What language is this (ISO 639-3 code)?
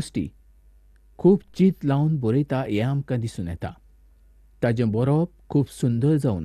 kok